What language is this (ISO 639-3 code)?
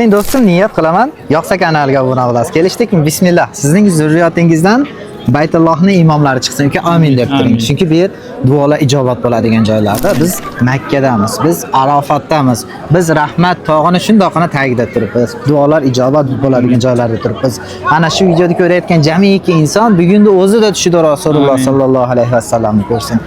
uzb